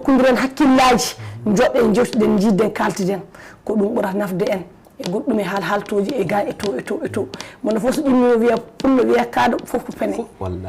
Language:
Fula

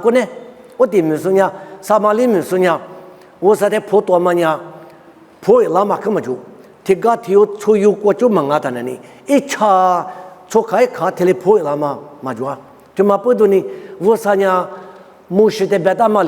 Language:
Lisu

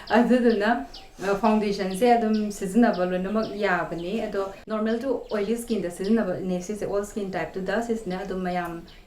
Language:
Manipuri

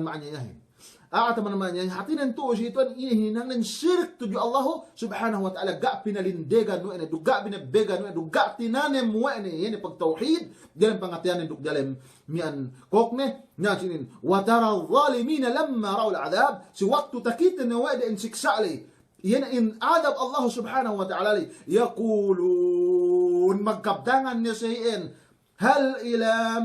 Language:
Yakan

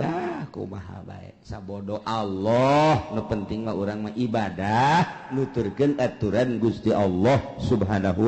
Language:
Sundanese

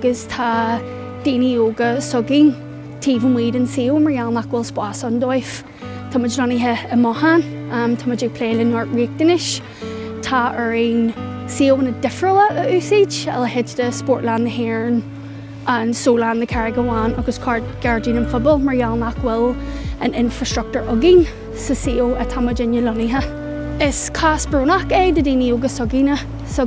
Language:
Irish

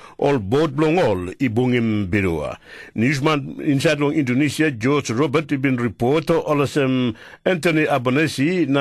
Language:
Tok Pisin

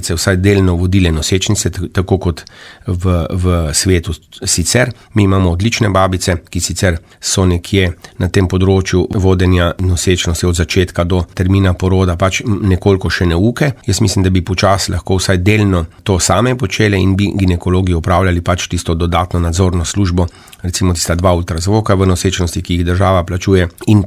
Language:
Slovenian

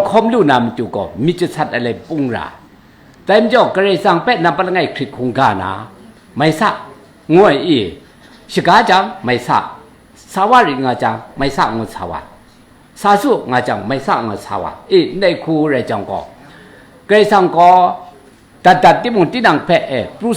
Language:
Kachin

